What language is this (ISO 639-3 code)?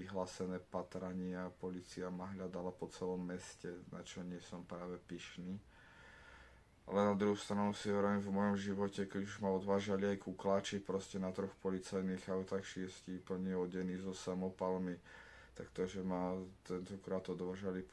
slk